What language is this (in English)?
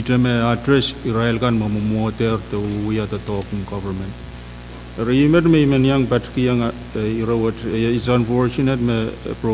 Pohnpeian